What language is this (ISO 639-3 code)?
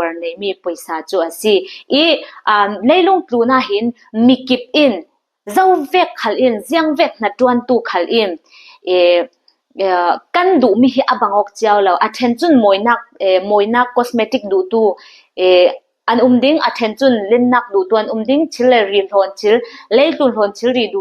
cfm